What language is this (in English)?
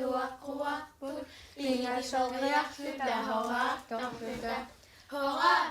Kalaallisut